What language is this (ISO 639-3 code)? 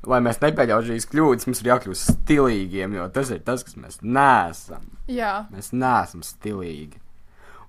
lav